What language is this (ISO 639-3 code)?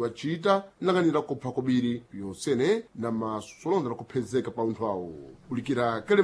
seh